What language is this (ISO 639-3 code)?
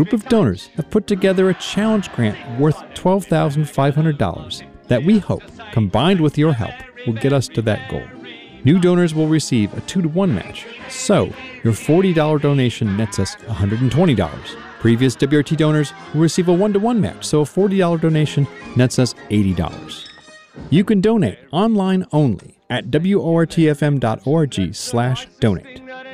eng